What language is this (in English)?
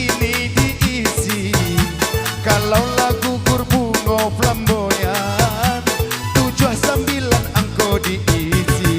Minangkabau